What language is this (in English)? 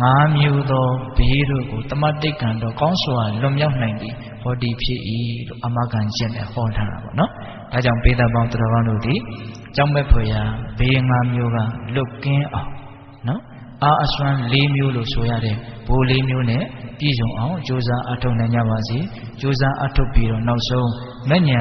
Burmese